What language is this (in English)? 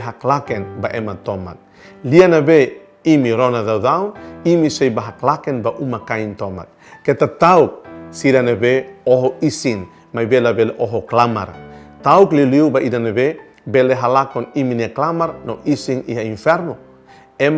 Tetum